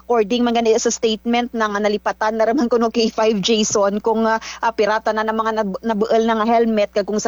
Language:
Kinaray-a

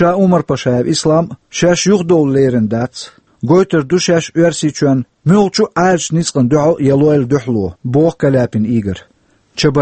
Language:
Chechen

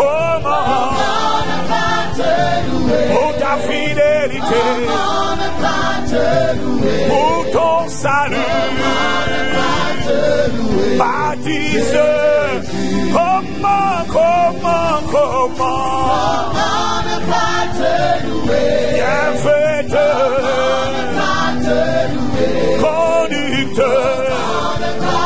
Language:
French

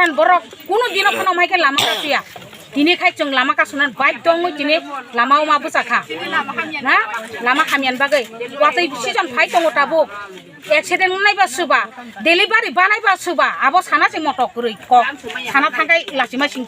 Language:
Kok Borok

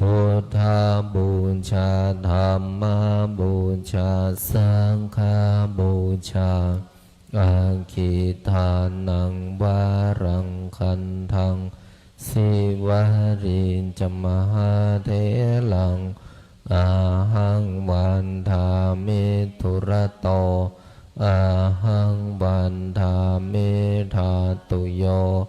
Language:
Pali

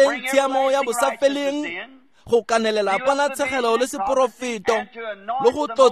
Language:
Tswana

